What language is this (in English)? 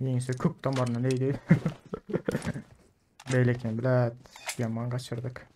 Turkmen